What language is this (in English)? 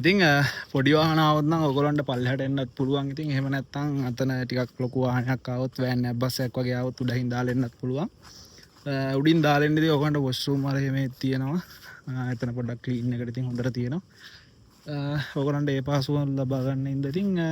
Sinhala